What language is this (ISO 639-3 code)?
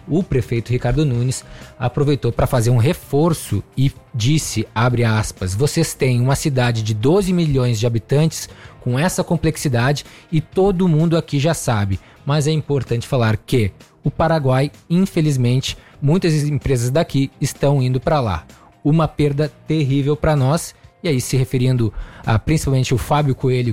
por